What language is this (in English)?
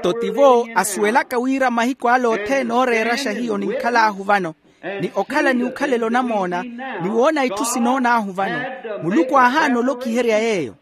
Makhuwa